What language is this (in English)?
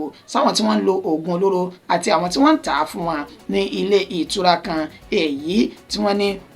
Yoruba